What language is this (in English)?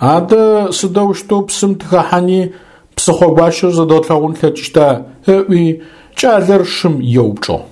Adyghe